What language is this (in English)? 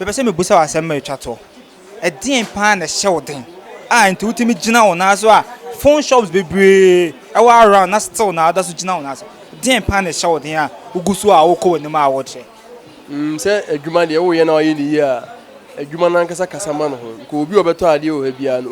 Akan